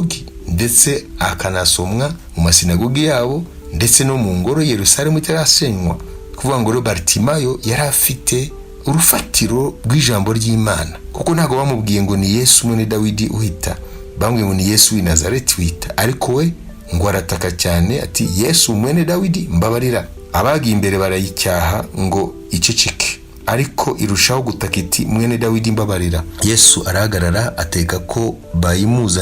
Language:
Kinyarwanda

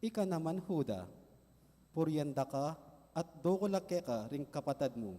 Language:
Pampanga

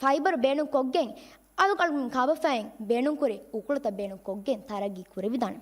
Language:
Divehi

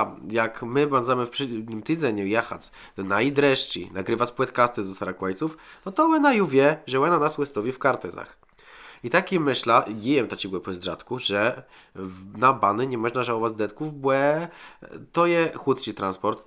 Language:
Kashubian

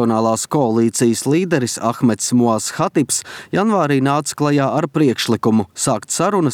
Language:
Latvian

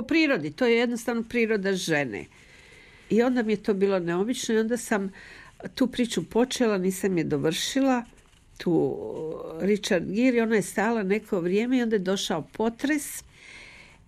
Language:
Croatian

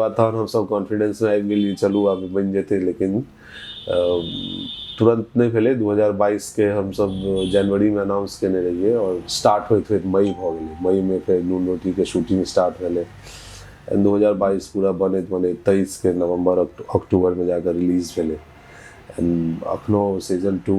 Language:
Maithili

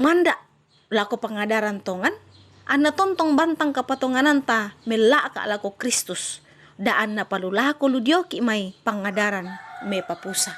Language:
Toraja-Sa'dan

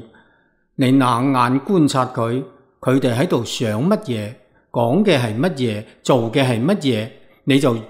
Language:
Cantonese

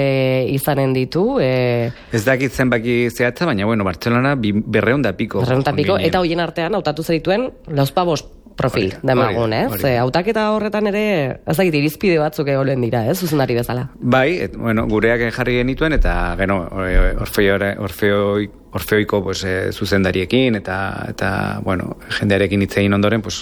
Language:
Basque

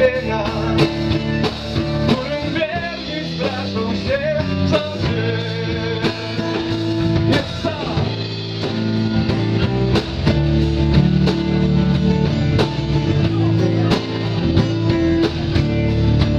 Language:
Polish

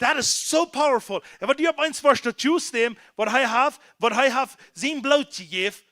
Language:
Plautdietsch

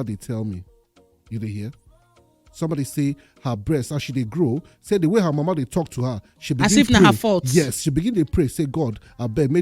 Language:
Nigerian Pidgin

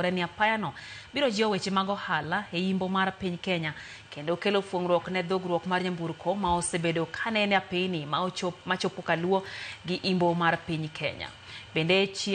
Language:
Luo (Kenya and Tanzania)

